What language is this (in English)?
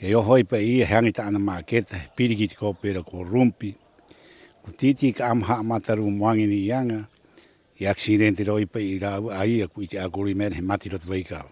Rapanui